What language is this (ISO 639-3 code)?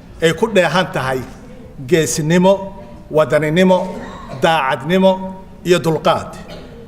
som